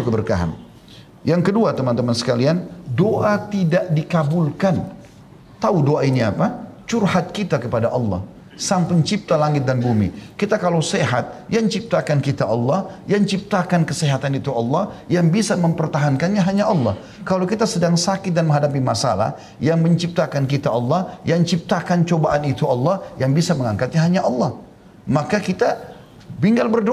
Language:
Indonesian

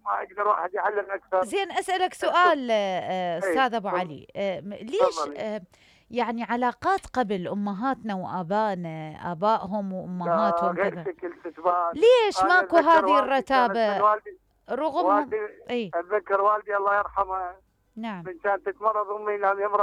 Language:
Mesopotamian Arabic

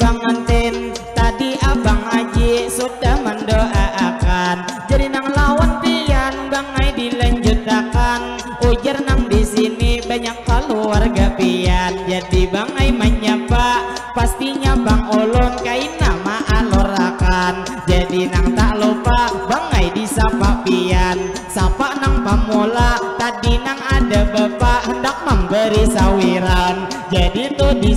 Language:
Banjar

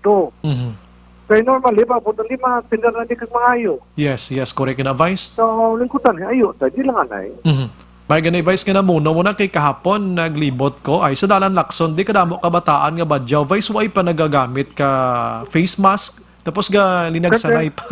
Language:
Hiligaynon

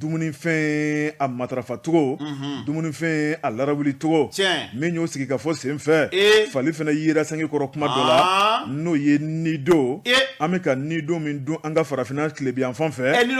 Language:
Bambara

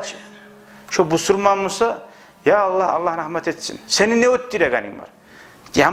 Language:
Kumyk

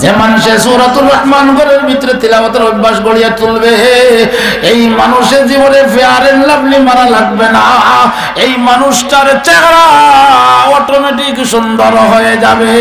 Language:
Sylheti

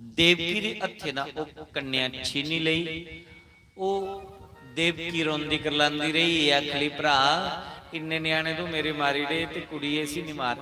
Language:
Dogri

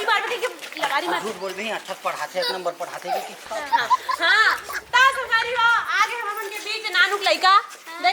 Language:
Chhattisgarhi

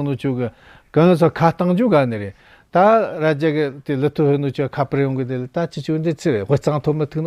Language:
Tibetan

